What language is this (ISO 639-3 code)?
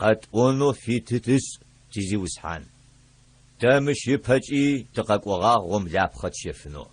ady